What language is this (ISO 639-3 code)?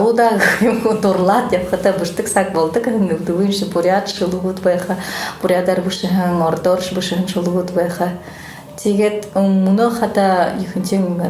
bua